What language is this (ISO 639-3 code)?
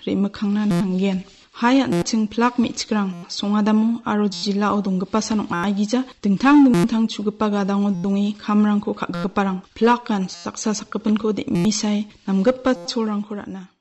grt